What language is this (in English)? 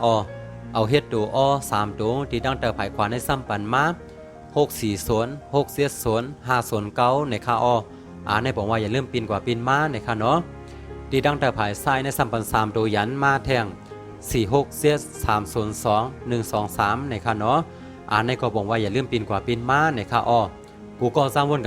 Shan